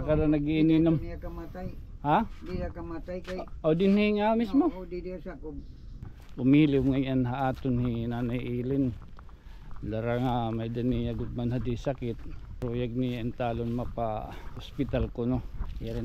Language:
Waray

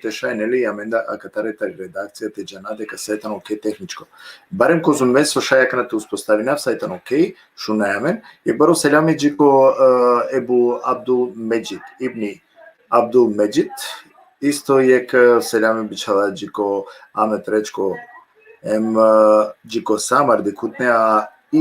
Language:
Balkan Romani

